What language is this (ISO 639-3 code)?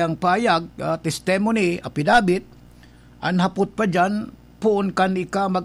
bik